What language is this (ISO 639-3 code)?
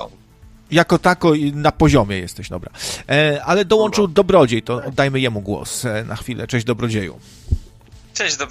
pol